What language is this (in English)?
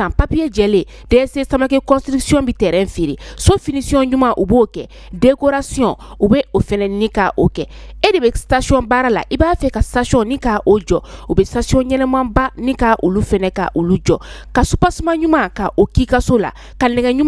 Bambara